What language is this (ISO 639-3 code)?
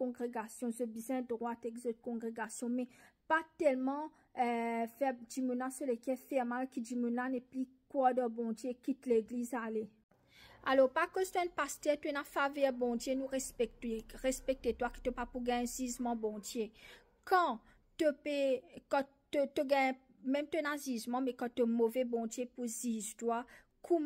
mfe